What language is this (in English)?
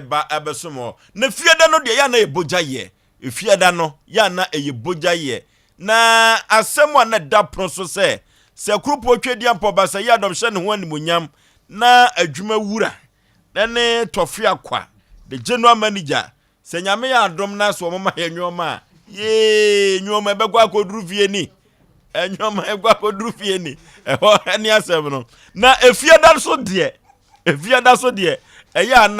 Akan